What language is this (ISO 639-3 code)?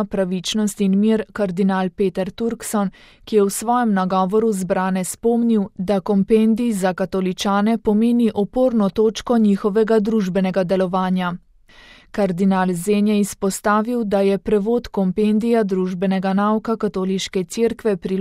slv